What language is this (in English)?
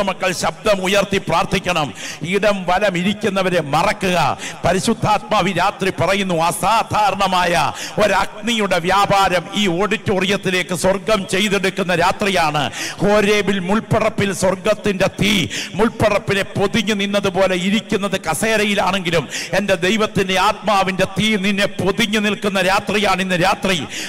Malayalam